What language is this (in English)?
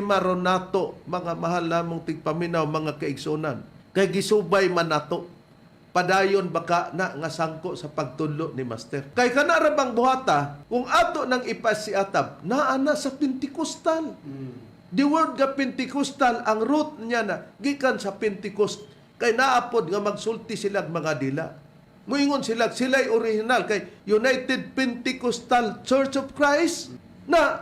Cebuano